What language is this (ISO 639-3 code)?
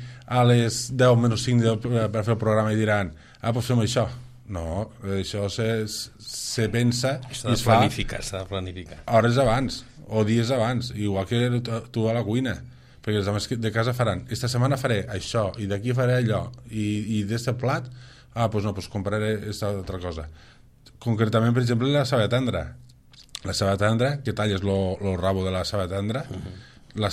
cat